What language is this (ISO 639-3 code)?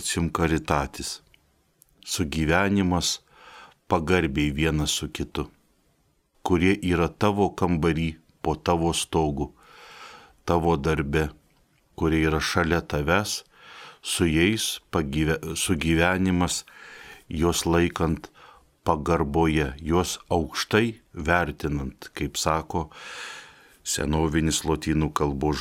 lit